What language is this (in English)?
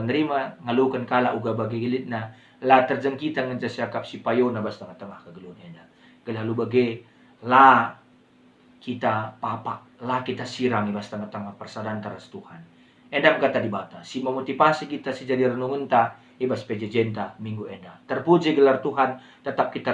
Batak Karo